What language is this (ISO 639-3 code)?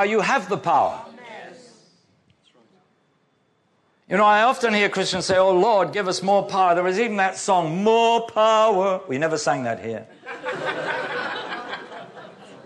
eng